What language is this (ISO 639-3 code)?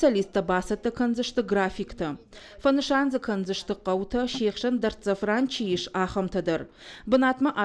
oss